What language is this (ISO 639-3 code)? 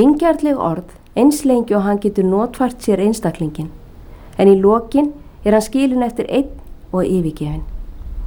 isl